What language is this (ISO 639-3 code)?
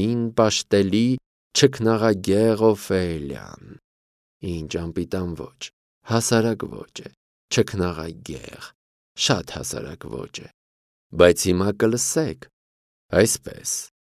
hye